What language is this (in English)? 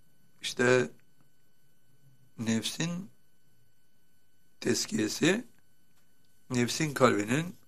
Turkish